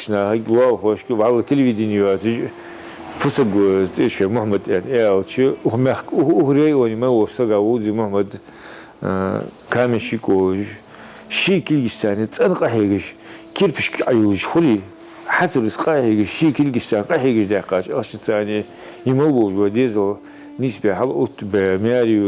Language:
Ingush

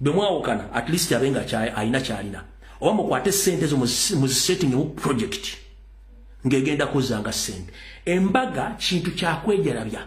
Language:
Ganda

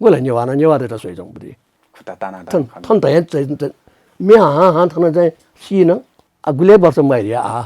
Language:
Newari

